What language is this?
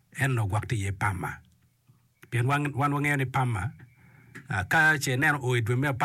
Acoli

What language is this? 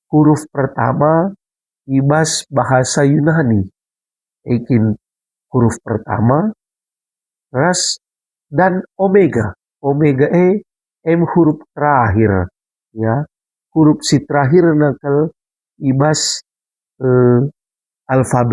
Batak Karo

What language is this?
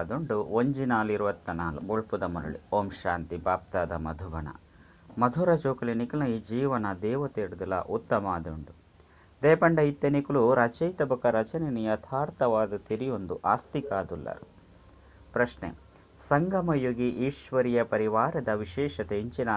Tulu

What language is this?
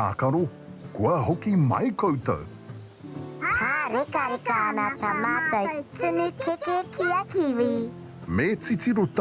Māori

